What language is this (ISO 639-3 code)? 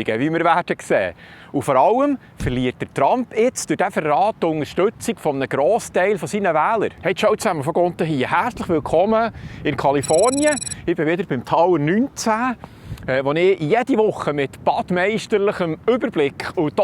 gsw